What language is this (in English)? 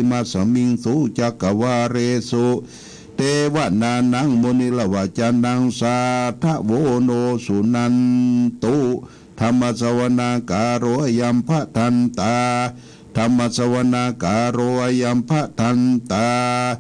Pali